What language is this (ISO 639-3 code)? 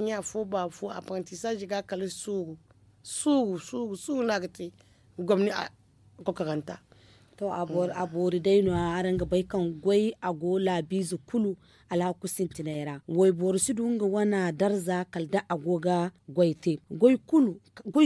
dje